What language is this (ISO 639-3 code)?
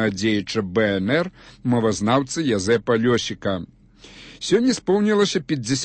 bel